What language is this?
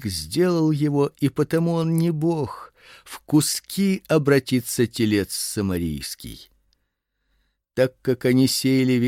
Russian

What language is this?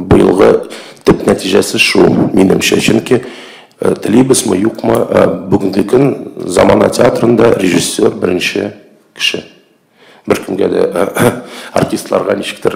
Tatar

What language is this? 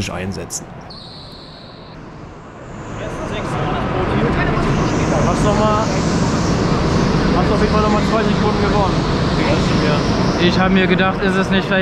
German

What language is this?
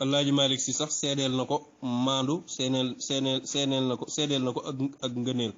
Wolof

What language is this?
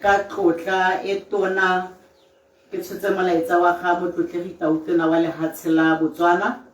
Tswana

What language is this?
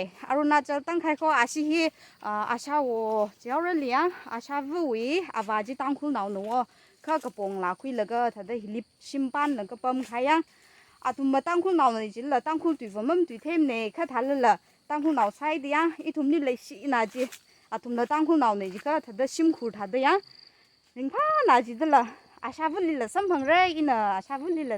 Tangkhul Naga (India)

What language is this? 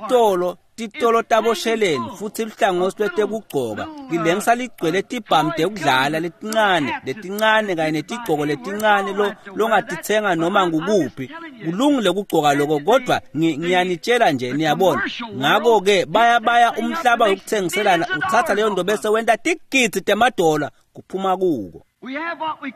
Swati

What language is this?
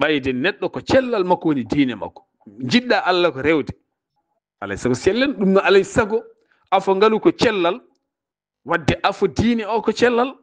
Fula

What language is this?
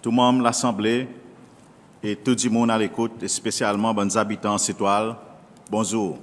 Seselwa Creole French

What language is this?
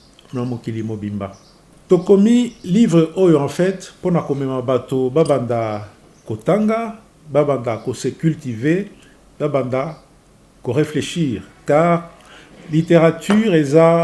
Lingala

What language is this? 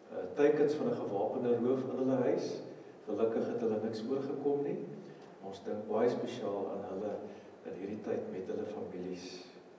Afrikaans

